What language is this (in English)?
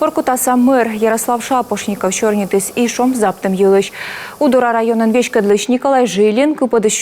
Komi